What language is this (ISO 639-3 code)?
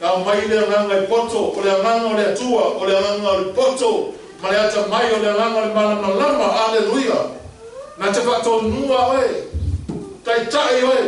smo